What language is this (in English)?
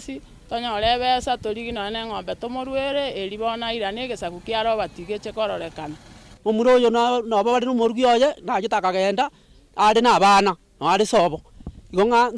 Gusii